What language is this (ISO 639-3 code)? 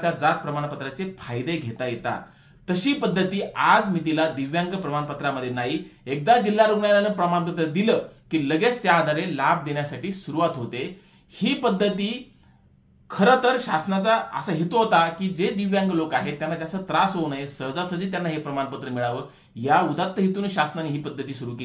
mar